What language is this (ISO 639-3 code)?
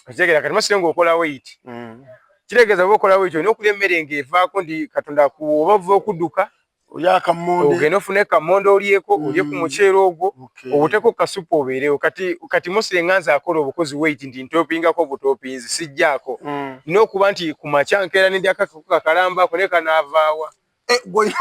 lug